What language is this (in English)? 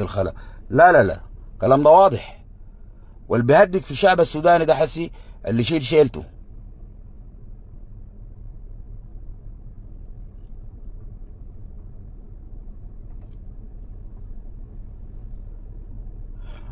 Sudanese Arabic